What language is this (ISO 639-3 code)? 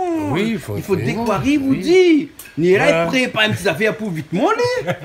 rcf